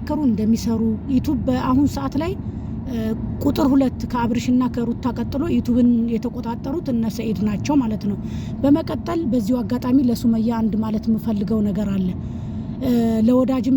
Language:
Amharic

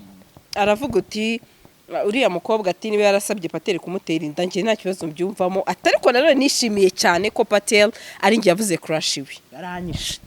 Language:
Kinyarwanda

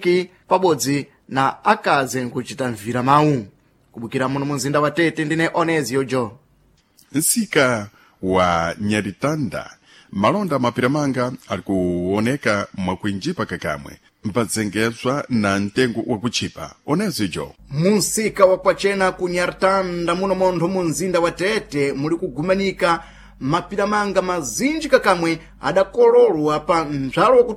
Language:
Sena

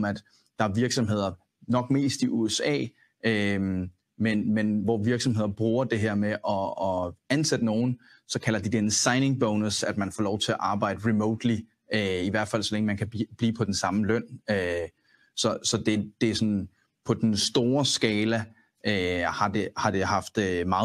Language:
Danish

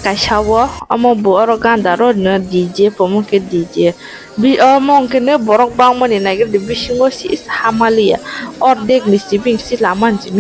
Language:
Kok Borok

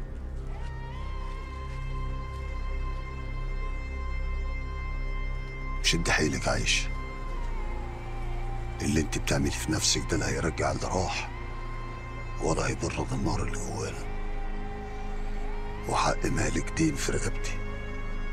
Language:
Egyptian Arabic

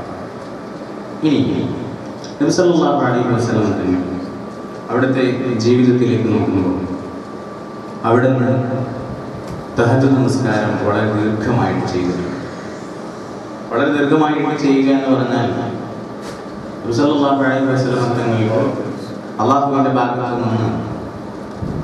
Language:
Malayalam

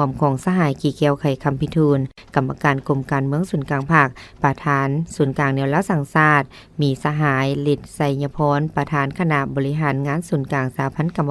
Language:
Lao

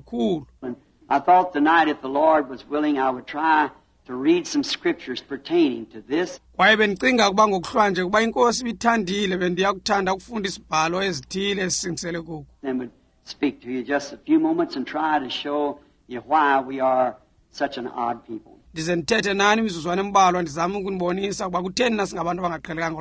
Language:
Xhosa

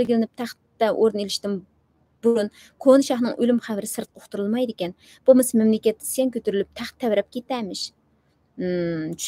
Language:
Uyghur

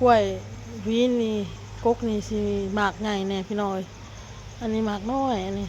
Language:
Northeastern Thai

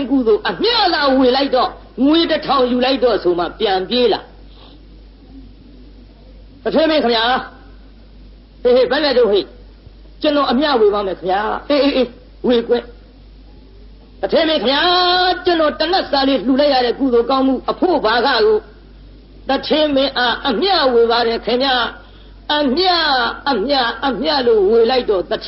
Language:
Burmese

